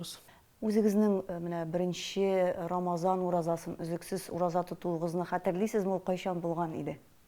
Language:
Tatar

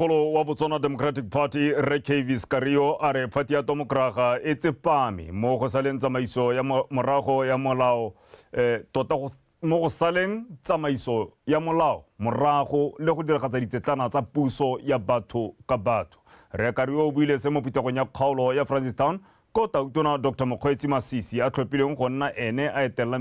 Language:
Tswana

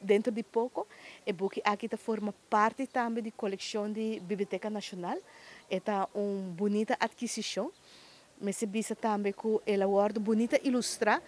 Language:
Papiamento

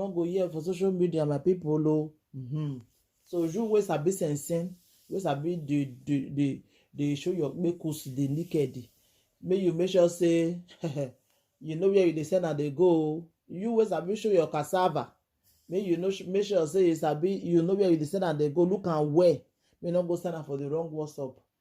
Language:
Nigerian Pidgin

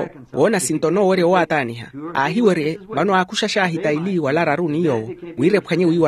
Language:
Makhuwa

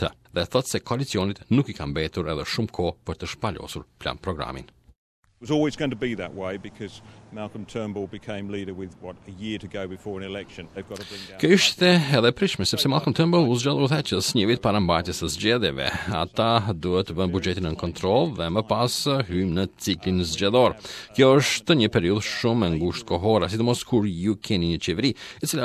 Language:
Albanian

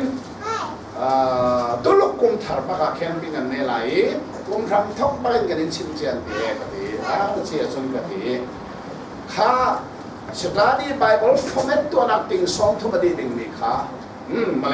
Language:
Hakha Chin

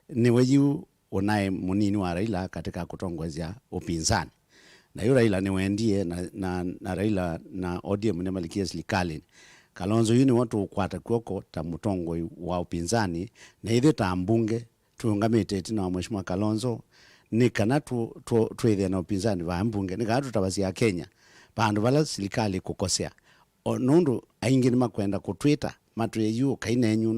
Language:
Kamba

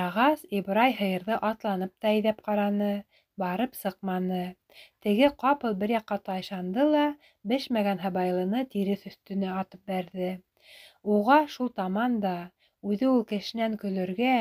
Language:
Bashkir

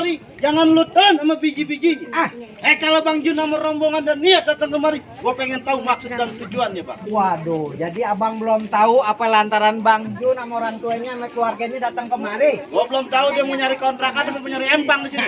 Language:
Betawi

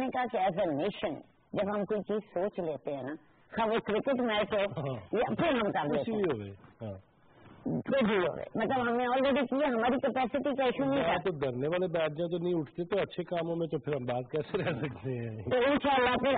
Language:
Urdu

